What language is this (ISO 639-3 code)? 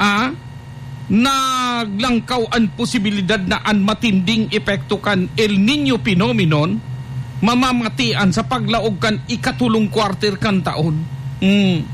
bik